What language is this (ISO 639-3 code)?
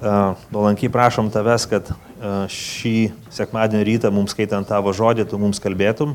lit